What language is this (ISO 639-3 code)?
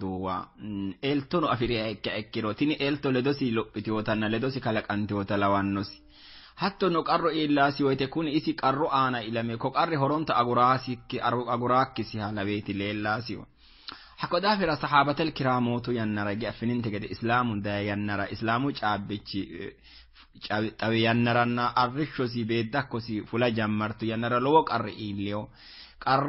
sid